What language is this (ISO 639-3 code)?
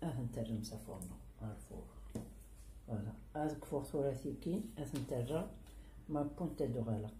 kab